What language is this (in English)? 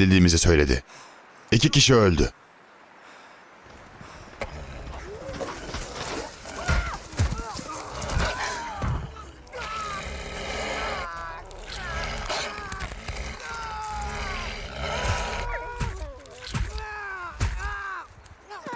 Turkish